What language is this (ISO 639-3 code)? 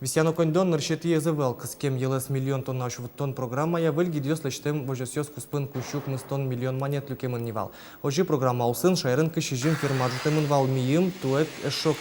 udm